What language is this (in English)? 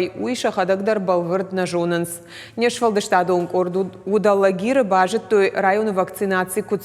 Ossetic